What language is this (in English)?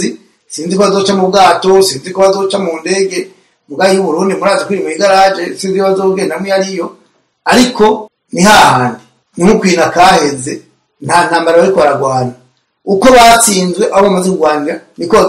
Rundi